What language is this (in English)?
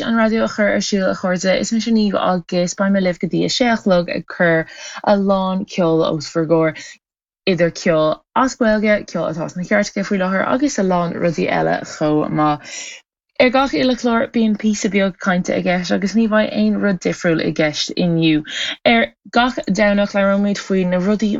Irish